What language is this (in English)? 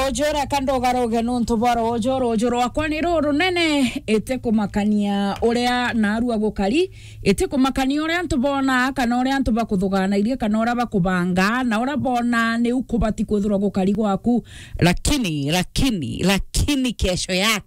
Meru